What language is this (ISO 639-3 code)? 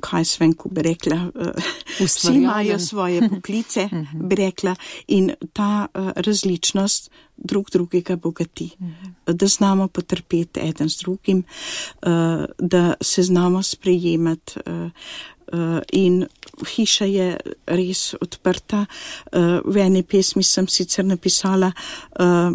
slv